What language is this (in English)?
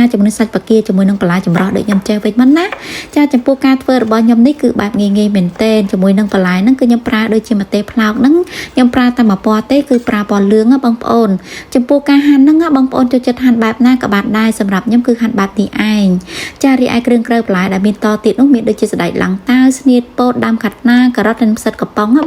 Khmer